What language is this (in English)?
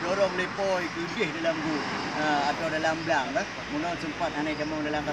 Achinese